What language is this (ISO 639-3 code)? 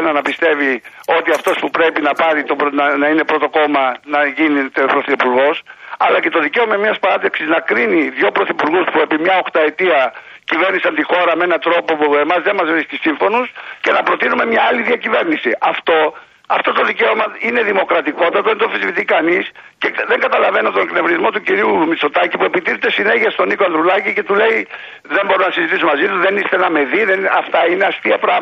ell